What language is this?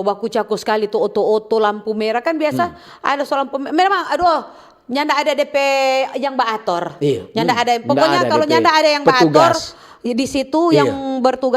Manado Malay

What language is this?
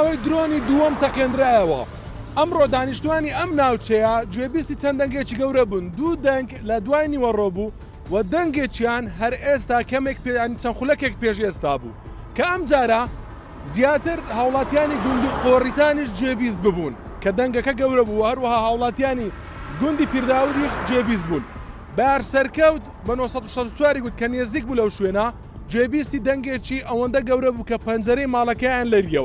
Central Kurdish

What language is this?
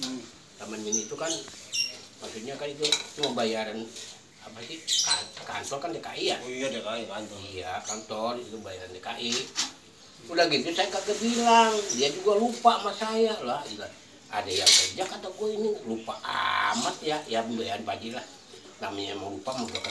Betawi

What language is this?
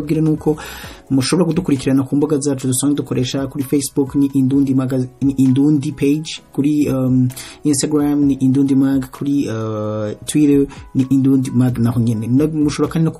Rundi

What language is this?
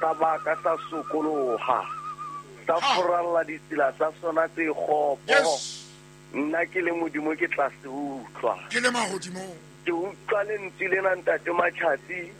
Southern Sotho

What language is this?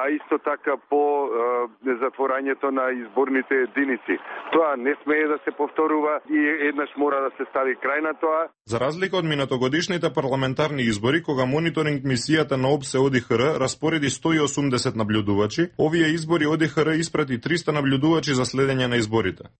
Macedonian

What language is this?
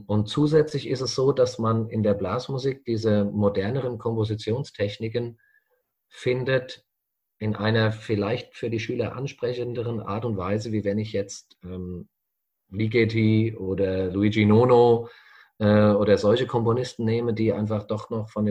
German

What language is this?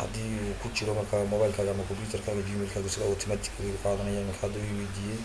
Somali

